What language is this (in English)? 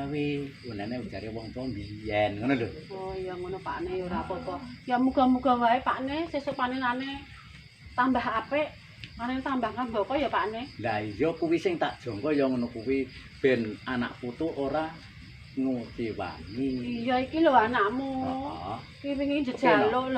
Javanese